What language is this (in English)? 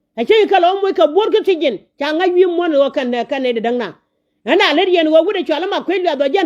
Nuer